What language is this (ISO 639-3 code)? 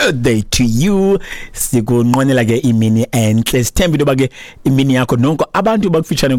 xho